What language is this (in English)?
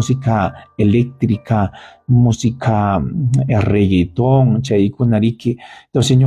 Ayacucho Quechua